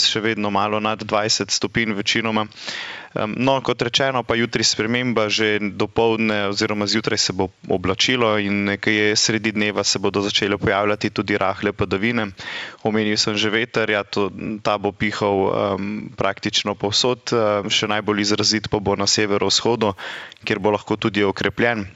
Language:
Slovenian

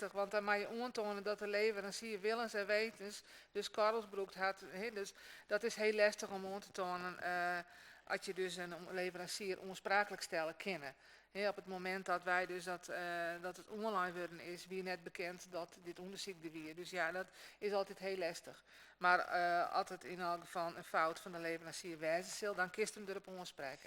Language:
Western Frisian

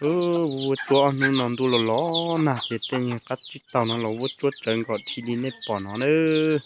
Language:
Hmong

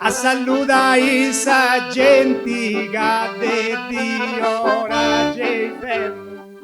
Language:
Sardinian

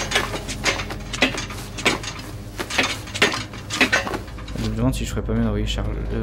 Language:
French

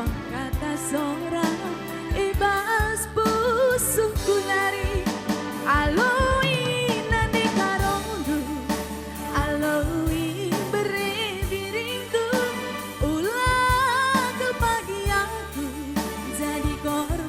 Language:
Batak Karo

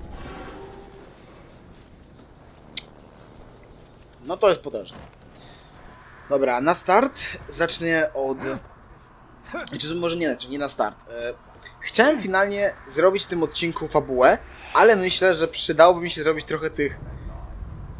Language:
Polish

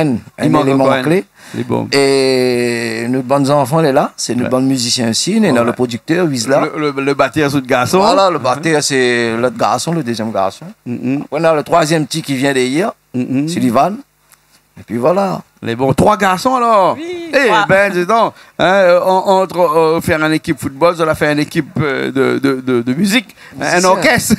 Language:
Réunion Creole French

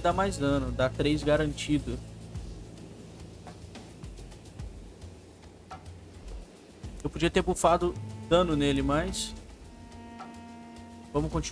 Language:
Portuguese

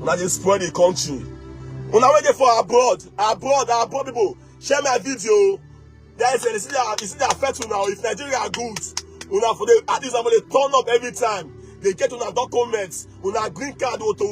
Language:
Nigerian Pidgin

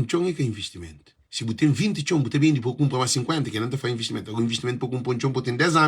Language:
Kabuverdianu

